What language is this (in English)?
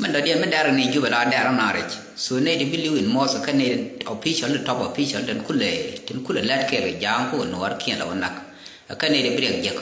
Nuer